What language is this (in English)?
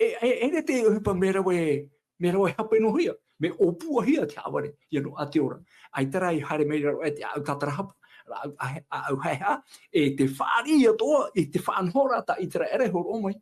Tahitian